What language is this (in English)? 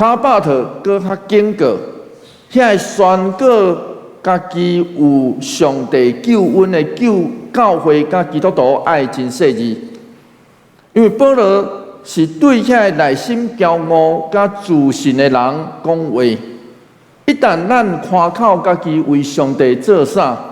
Min Nan Chinese